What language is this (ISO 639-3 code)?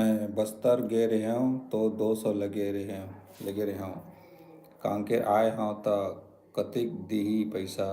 hne